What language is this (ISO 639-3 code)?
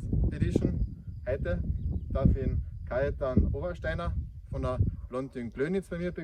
bar